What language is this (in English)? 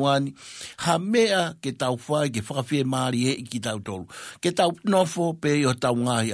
Tongan